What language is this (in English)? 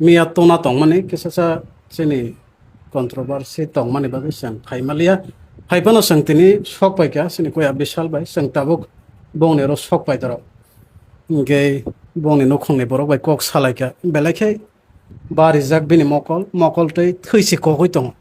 Kok Borok